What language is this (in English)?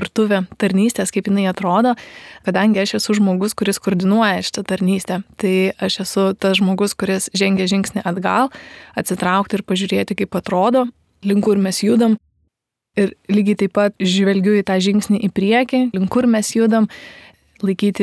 Lithuanian